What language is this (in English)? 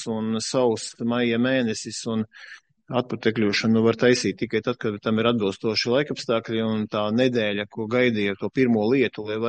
Latvian